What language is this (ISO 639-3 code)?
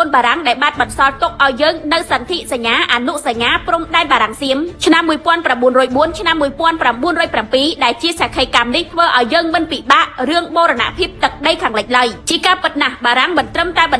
khm